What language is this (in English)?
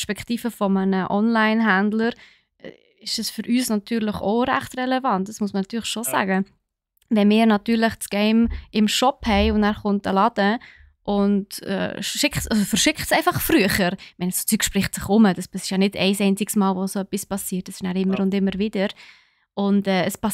Swiss German